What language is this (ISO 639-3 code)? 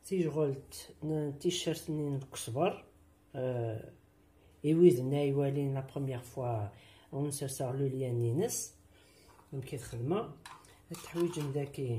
kab